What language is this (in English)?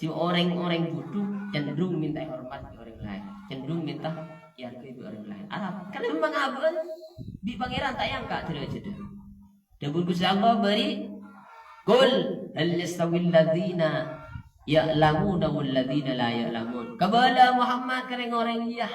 Madurese